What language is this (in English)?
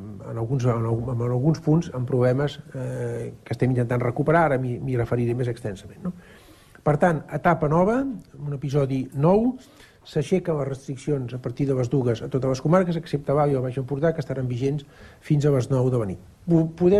Catalan